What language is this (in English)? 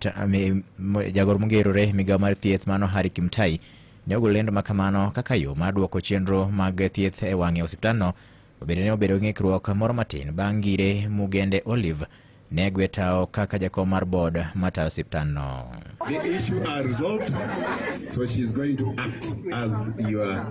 Luo (Kenya and Tanzania)